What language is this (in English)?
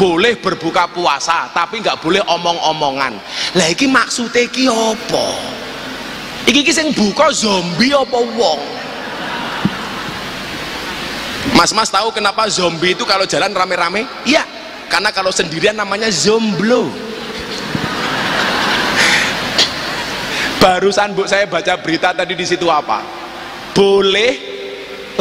Indonesian